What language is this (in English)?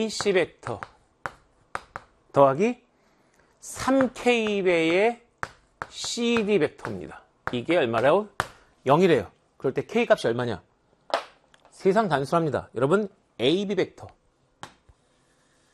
Korean